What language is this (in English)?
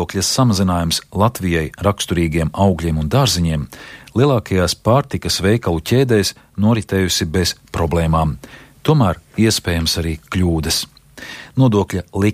Latvian